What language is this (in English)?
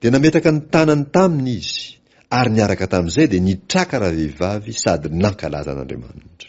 Malagasy